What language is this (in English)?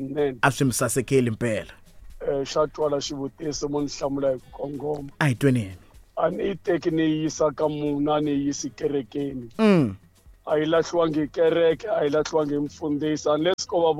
Tsonga